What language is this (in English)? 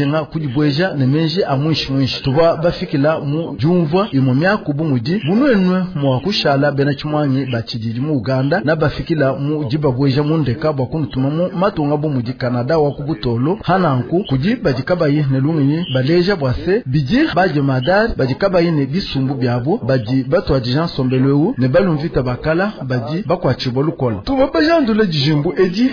Luba-Lulua